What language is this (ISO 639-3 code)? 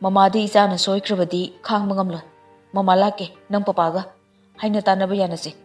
mni